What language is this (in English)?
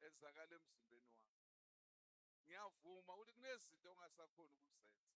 Zulu